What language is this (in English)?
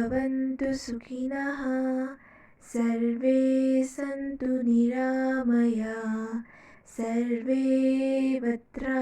Manipuri